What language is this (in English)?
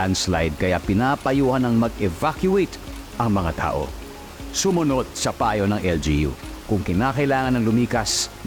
Filipino